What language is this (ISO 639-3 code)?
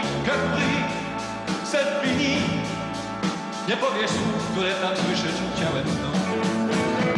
pol